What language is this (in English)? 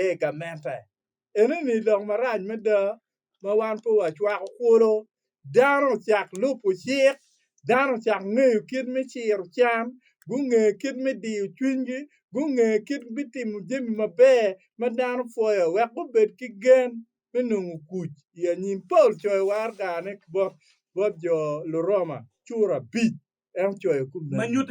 Acoli